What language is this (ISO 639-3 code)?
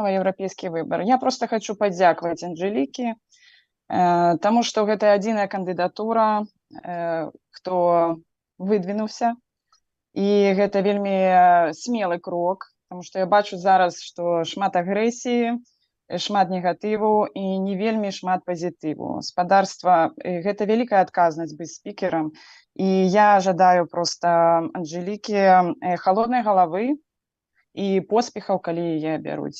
bel